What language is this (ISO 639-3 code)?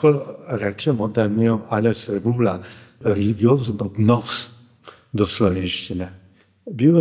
slv